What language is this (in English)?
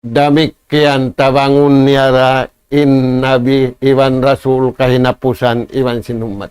Tausug